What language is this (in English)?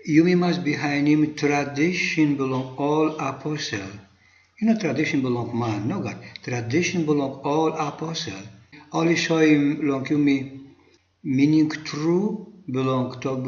Tok Pisin